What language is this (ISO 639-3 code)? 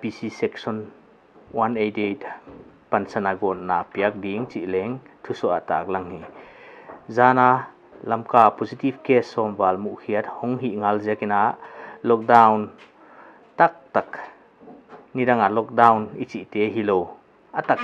pck